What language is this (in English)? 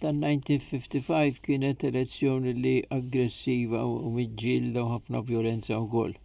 Maltese